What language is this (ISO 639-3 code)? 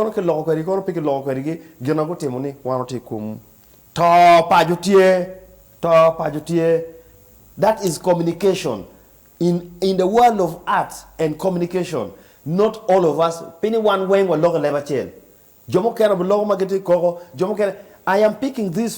ach